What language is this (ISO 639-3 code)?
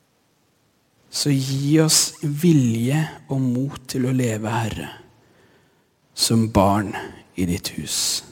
nor